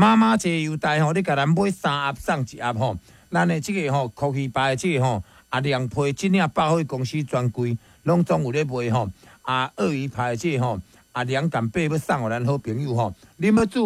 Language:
Min Nan Chinese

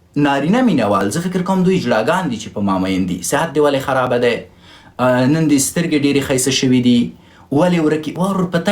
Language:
Pashto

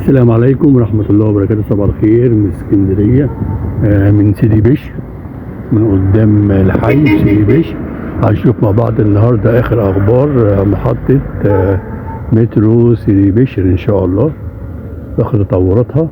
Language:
Egyptian Arabic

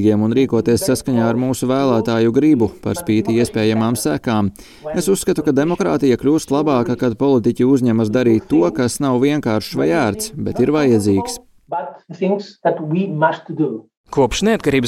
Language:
Latvian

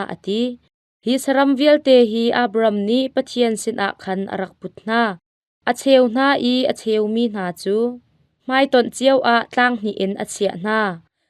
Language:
Hakha Chin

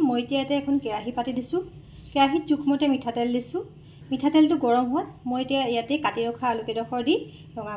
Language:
Assamese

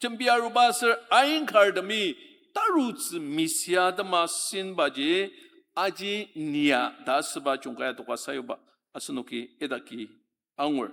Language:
Ao Naga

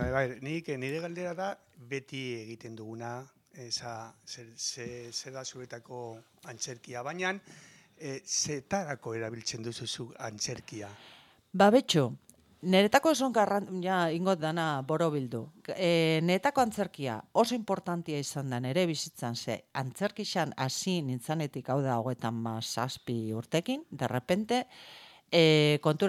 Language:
Basque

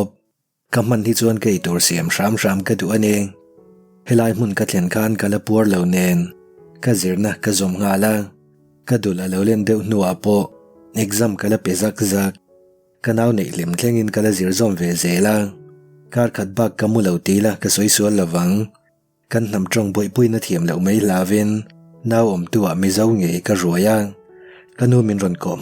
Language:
Mizo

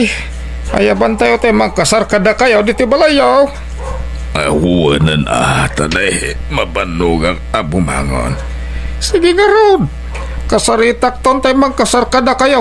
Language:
Iloko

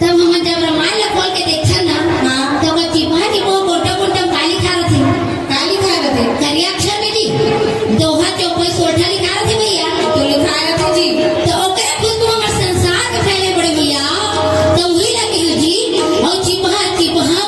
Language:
Chhattisgarhi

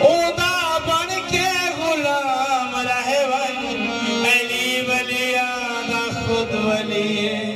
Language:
Saraiki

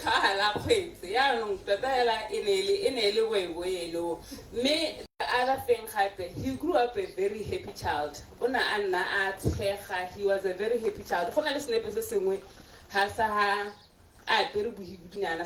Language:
Tswana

